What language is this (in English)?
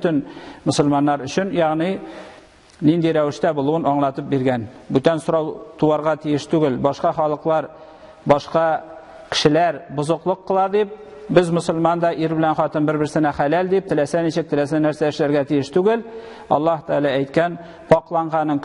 Tatar